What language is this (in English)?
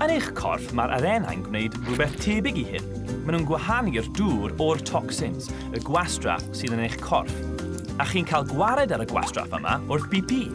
Welsh